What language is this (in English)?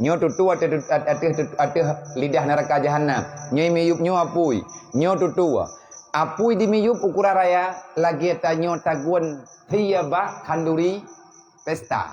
Achinese